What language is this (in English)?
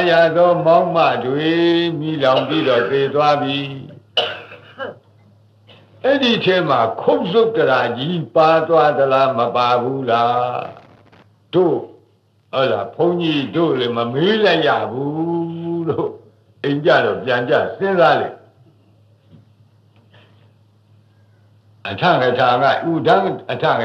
Burmese